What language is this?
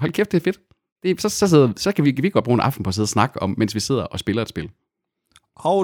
Danish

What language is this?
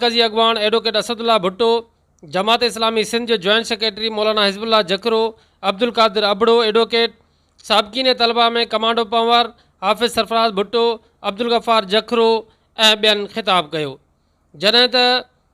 Sindhi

